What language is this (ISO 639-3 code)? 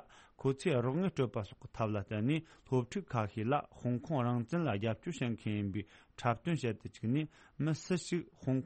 bod